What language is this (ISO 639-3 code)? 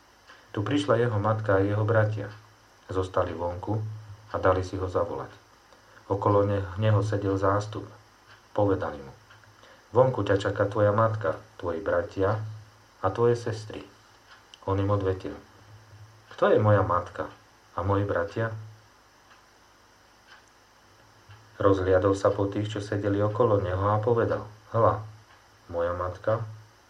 slk